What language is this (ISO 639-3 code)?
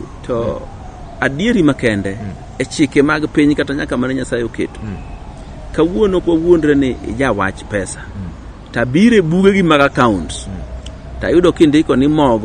luo